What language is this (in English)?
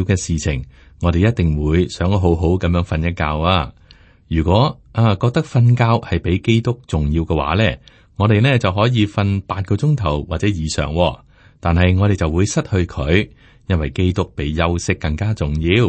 Cantonese